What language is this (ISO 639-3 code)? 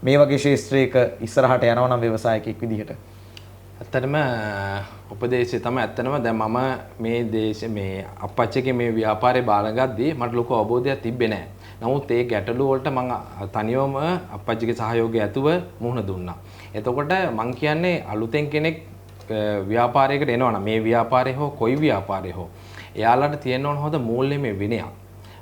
sin